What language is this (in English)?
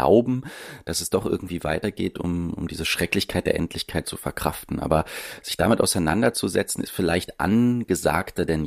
German